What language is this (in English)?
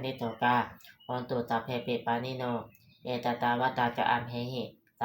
Pali